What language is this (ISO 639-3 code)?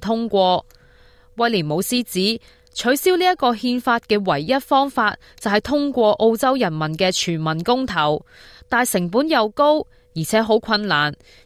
yue